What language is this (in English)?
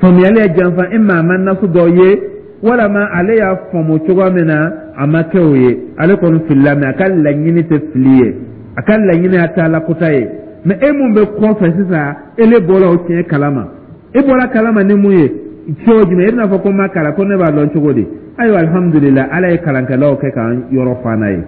Dyula